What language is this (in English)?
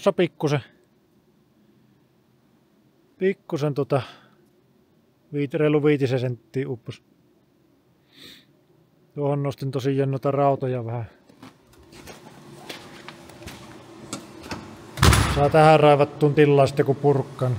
Finnish